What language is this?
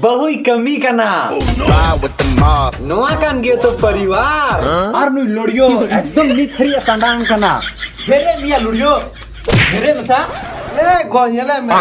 Santali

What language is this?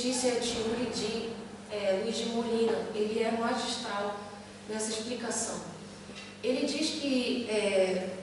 Portuguese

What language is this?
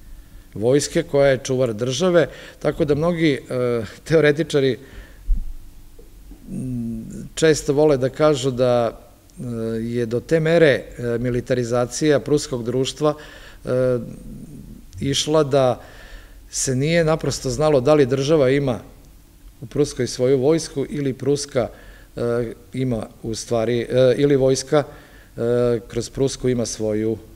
Serbian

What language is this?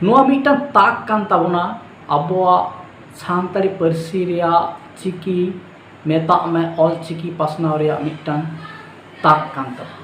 Santali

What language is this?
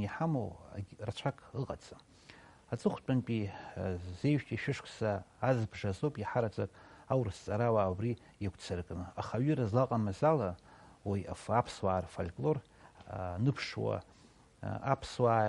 Abkhazian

